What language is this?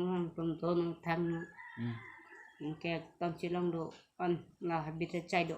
Karbi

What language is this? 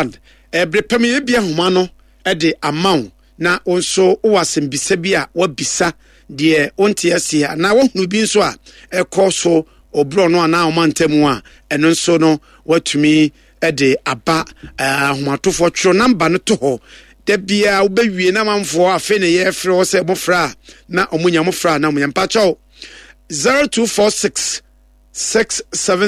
Akan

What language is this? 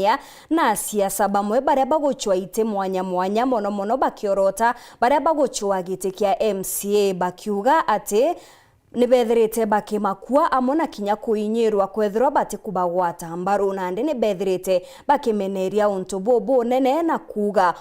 Meru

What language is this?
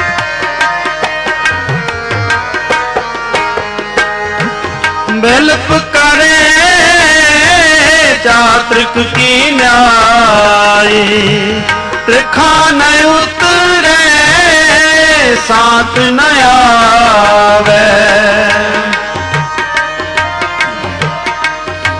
Punjabi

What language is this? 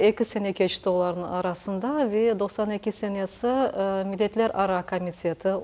Crimean Tatar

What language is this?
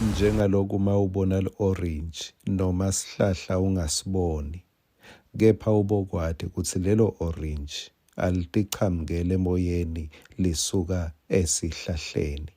Swati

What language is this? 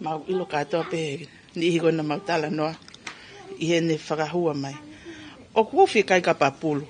Tongan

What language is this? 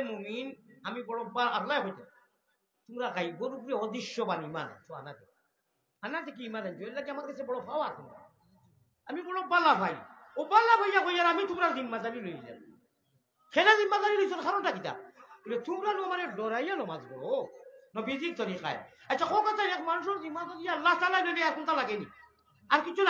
Sylheti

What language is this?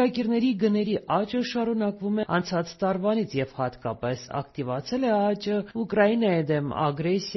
Armenian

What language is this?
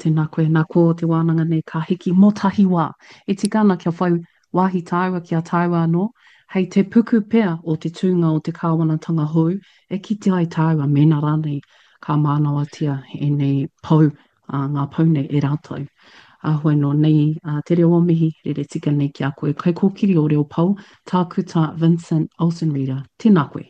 Māori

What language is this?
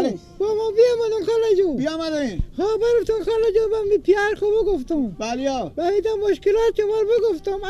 Persian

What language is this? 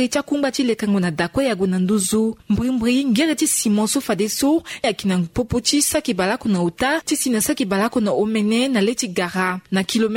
Sango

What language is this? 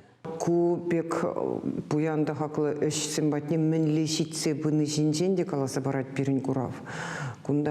Chuvash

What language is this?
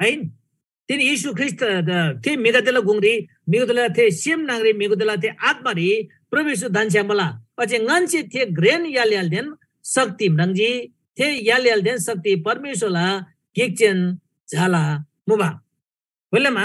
Eastern Tamang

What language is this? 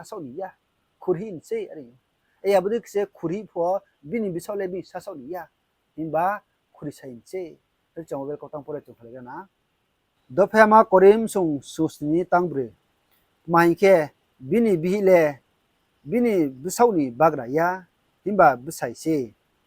Riang (India)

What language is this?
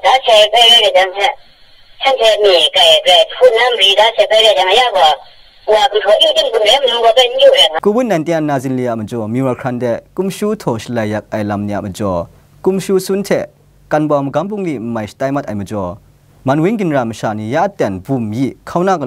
Kachin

